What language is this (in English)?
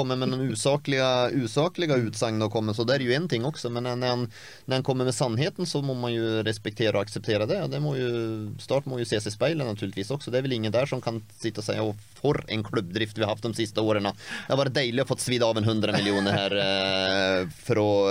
Norwegian